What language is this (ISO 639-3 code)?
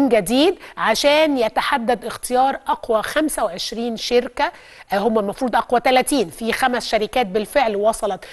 arz